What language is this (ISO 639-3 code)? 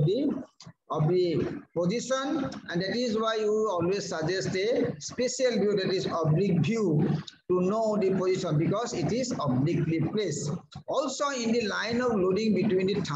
eng